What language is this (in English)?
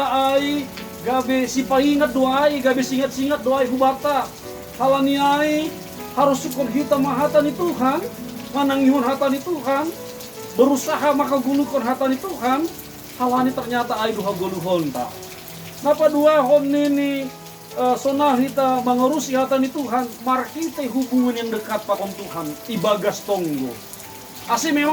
Batak Simalungun